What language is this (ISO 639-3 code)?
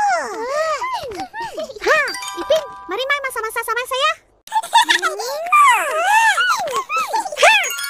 msa